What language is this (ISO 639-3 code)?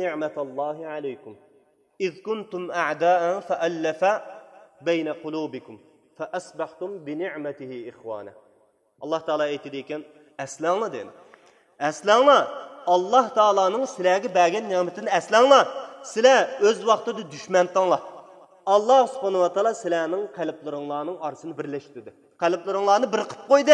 uig